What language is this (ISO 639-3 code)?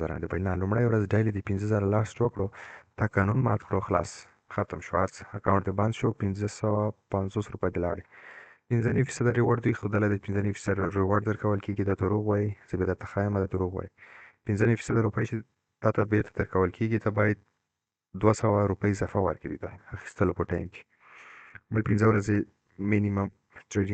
pus